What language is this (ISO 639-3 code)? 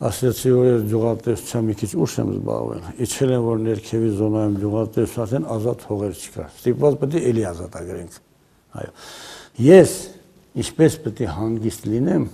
hye